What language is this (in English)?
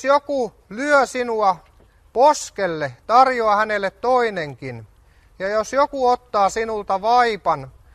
Finnish